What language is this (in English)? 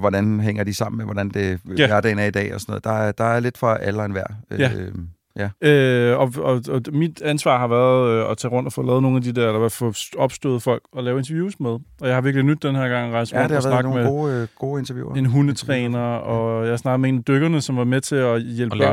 Danish